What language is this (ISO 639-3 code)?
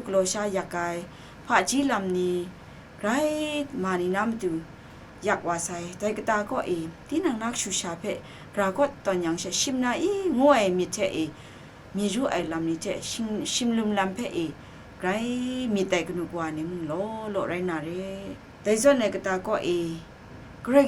kac